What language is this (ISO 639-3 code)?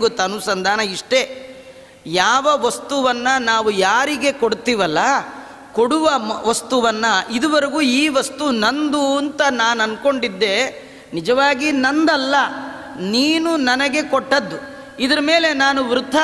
kan